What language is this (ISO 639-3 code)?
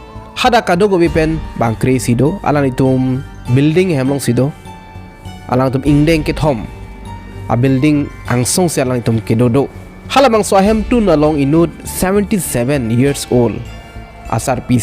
mjw